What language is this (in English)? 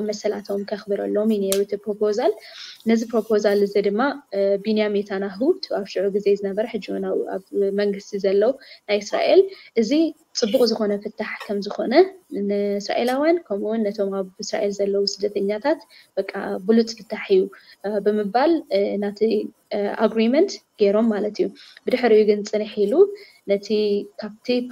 Tigrinya